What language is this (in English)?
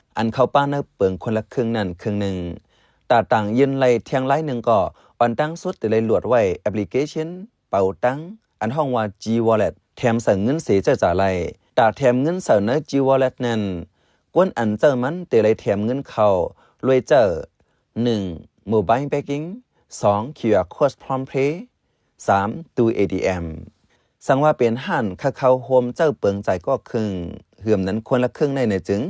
Shan